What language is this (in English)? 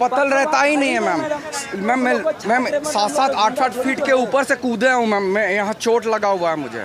Hindi